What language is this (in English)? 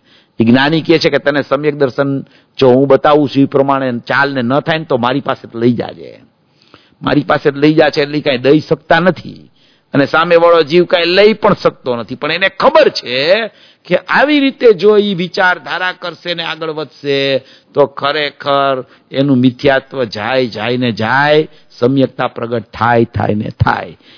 Gujarati